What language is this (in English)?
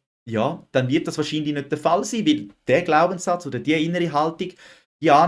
Swiss German